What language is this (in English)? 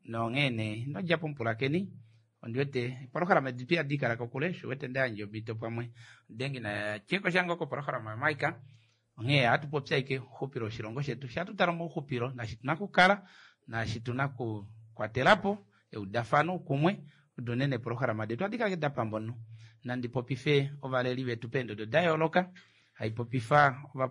Kuanyama